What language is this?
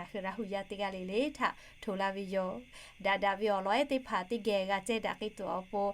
Lahu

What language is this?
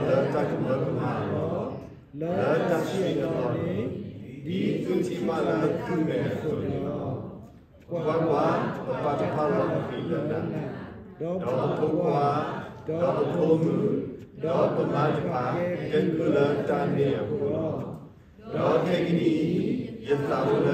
S'gaw Karen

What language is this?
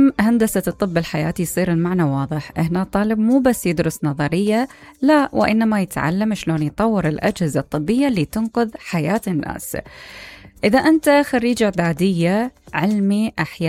Mesopotamian Arabic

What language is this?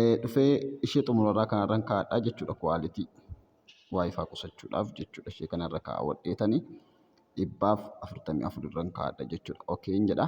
Oromo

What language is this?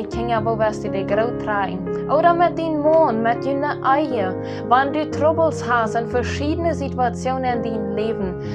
Plautdietsch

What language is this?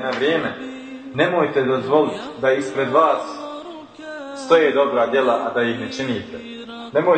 Bosnian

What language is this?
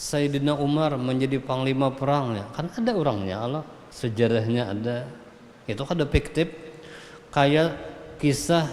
Banjar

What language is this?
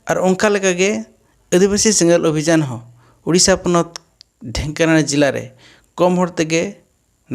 Santali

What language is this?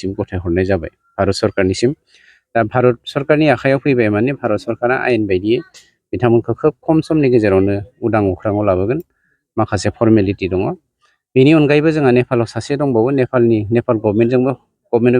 Bodo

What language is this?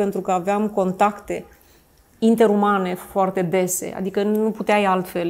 Romanian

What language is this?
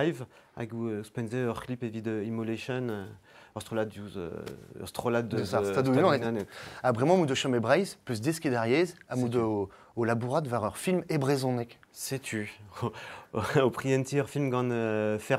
Breton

